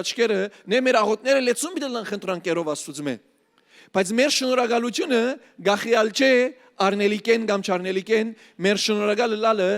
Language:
Western Armenian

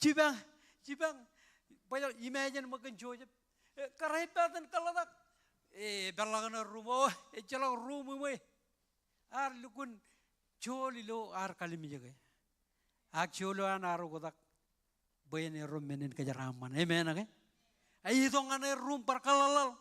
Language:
Marshallese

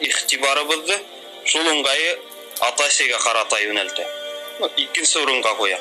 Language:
Bashkir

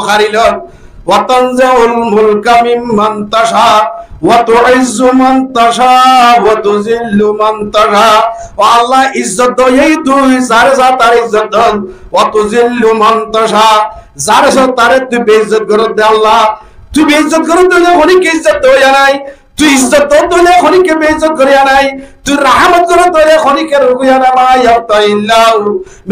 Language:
Rohingya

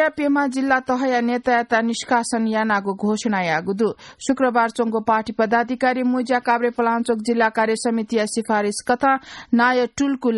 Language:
Newari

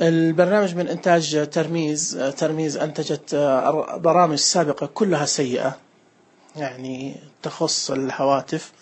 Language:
Najdi Arabic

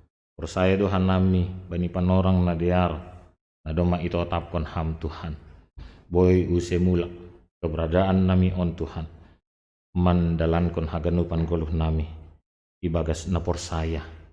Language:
Batak Simalungun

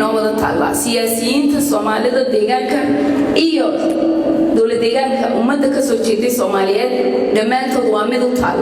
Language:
Somali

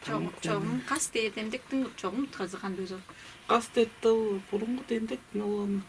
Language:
Tuvinian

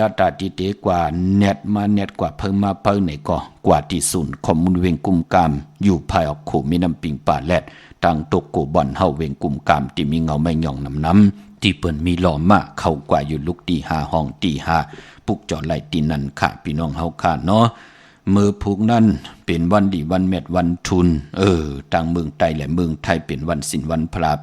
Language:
Shan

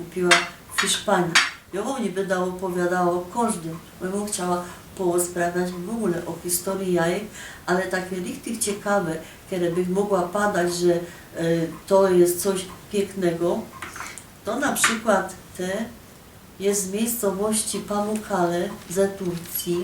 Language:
Silesian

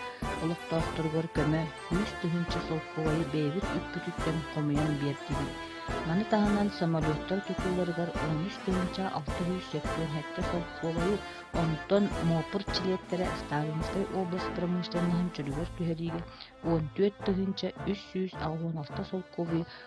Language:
Yakut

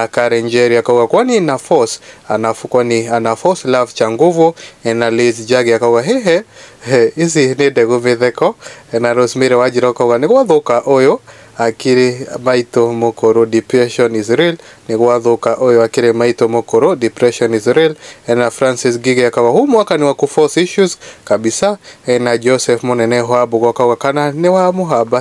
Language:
Kikuyu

